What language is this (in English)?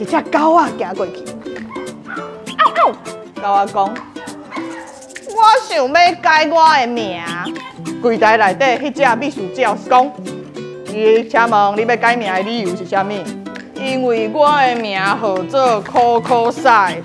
Min Nan Chinese